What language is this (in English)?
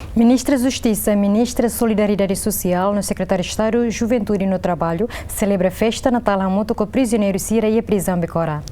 Tetum